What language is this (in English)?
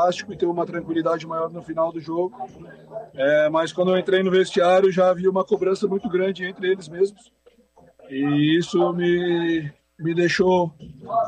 Portuguese